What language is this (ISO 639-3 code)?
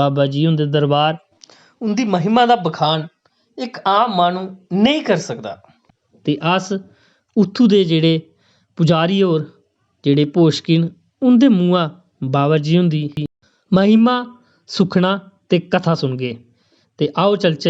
doi